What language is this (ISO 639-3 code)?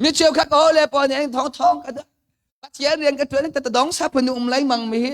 cnh